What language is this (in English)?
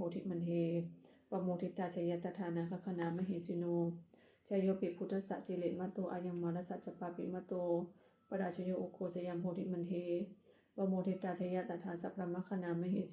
Pali